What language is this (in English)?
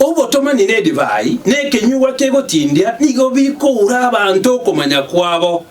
Gusii